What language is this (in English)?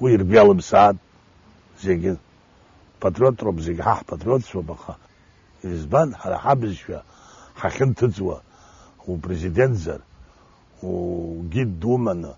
Abkhazian